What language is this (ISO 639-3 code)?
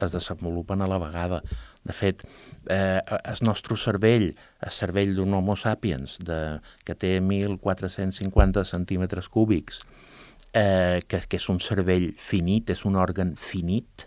cat